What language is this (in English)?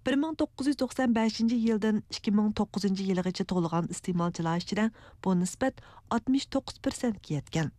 Uyghur